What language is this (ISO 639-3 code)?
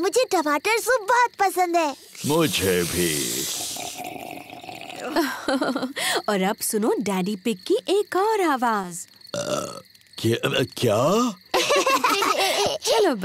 hin